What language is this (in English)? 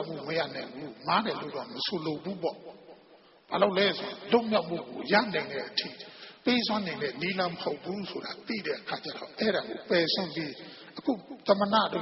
Burmese